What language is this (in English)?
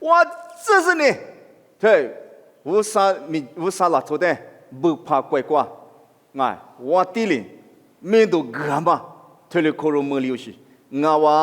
Lisu